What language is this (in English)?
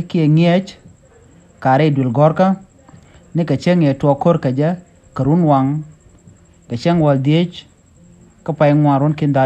Nuer